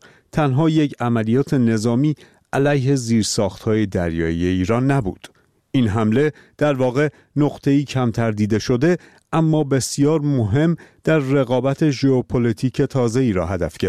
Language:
Persian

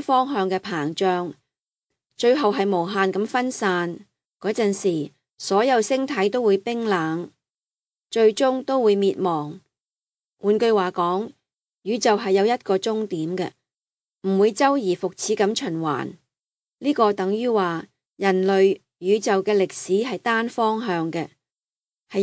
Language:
Cantonese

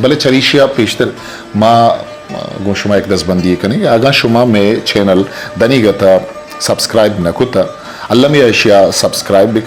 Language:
Eastern Balochi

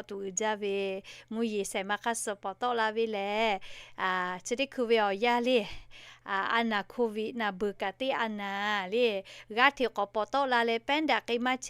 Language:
Lahu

